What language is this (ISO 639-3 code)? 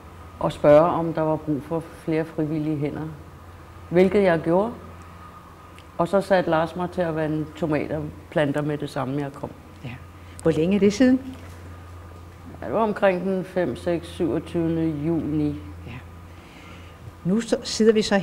dan